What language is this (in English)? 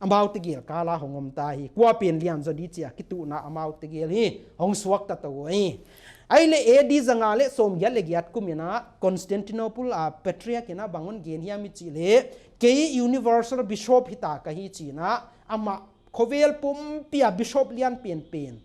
Paite Chin